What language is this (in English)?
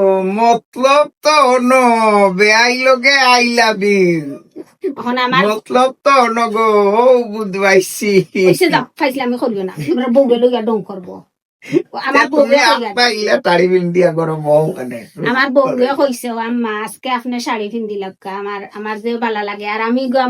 Sylheti